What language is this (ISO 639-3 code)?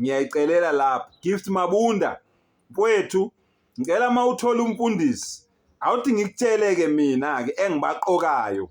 zul